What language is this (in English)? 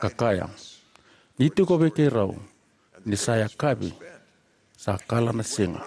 Fijian